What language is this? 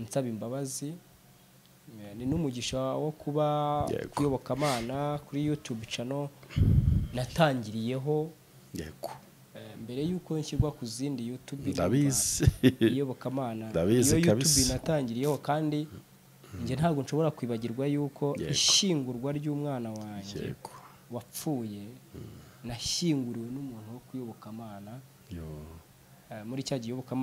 Kinyarwanda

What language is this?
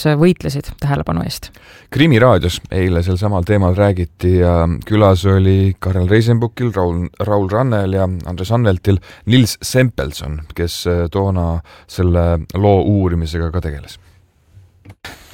Estonian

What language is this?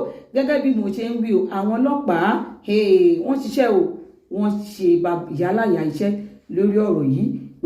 Yoruba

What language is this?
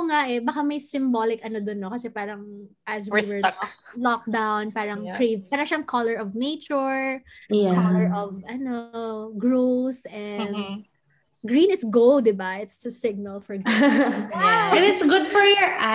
Filipino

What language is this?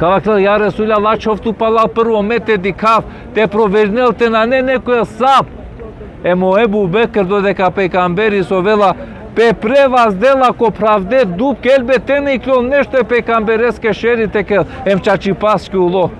Balkan Romani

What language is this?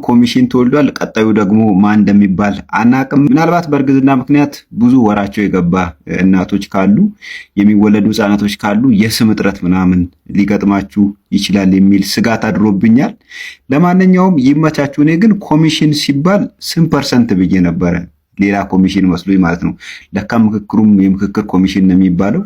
Amharic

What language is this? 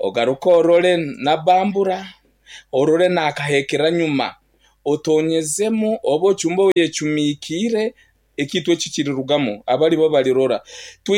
Nyankole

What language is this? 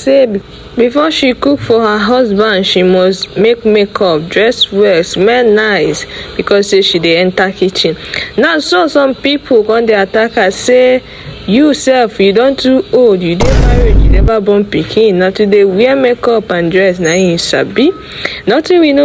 Nigerian Pidgin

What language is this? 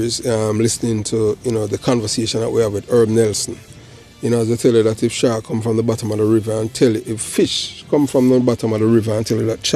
Jamaican Creole English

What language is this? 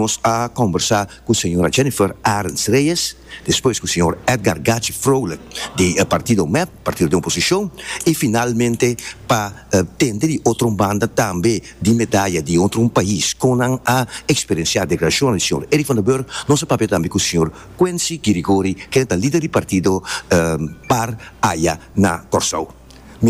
Papiamento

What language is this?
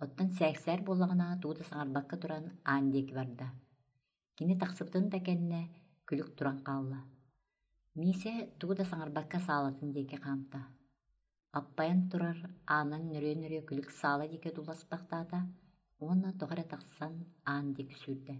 Yakut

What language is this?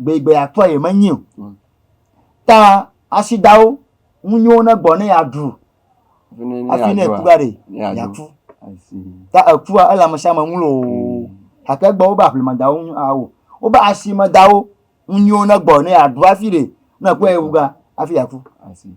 Ewe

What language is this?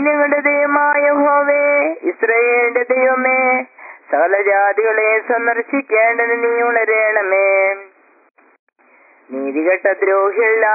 Malayalam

